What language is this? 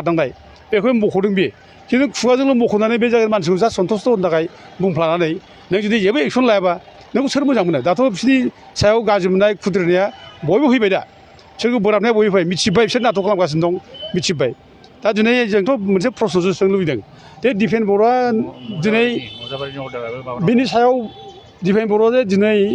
Bodo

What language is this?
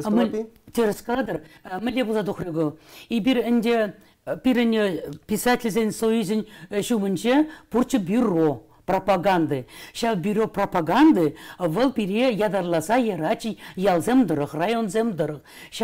Chuvash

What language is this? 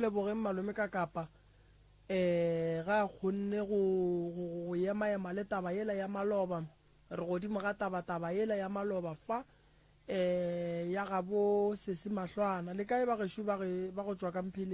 Northern Sotho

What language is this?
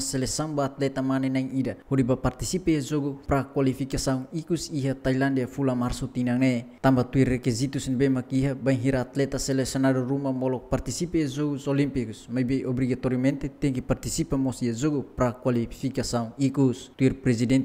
Tetum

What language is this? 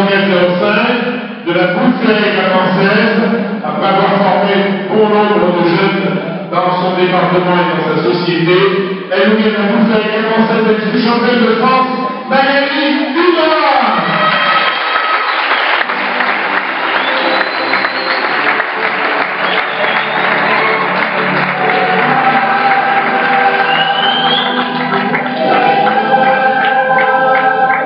French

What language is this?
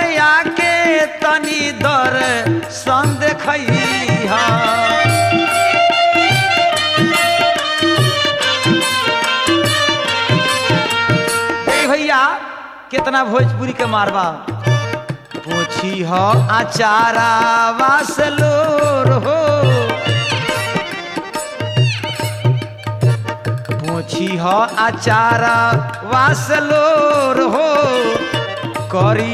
Bhojpuri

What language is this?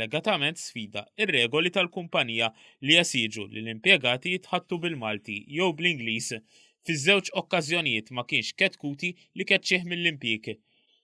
Maltese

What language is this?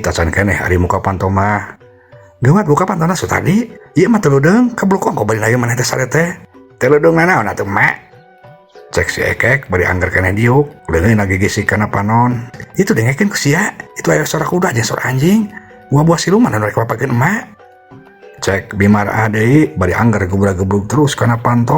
Sundanese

